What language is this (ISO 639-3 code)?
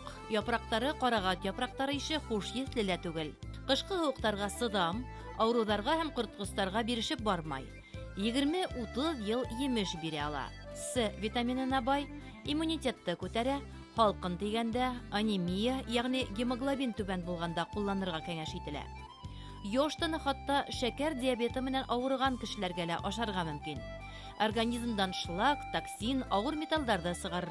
bak